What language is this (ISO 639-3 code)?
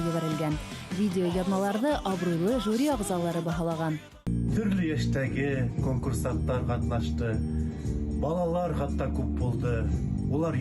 bak